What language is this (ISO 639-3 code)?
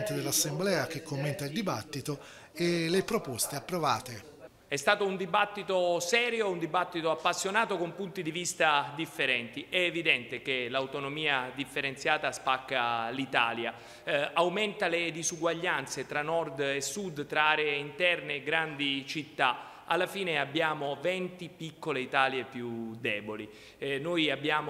ita